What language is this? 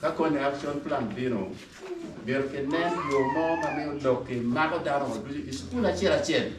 Acoli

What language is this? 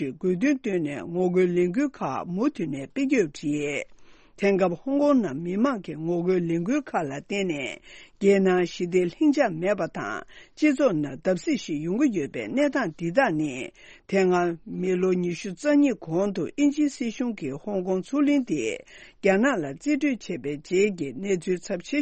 Tibetan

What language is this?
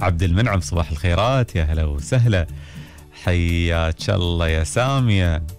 Gulf Arabic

